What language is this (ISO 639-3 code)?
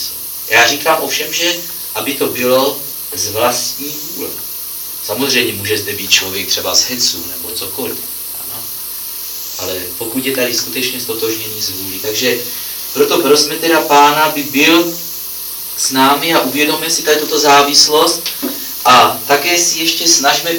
ces